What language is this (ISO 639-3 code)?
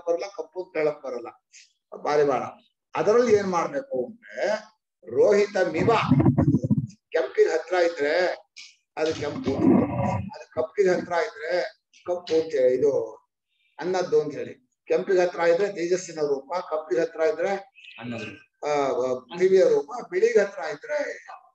kan